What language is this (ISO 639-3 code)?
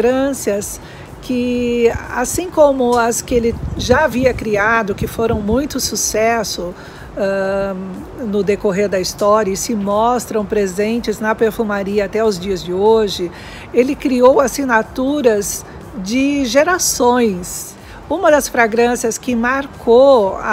por